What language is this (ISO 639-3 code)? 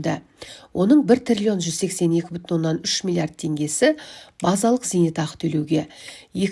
kaz